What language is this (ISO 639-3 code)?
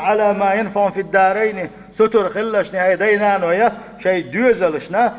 che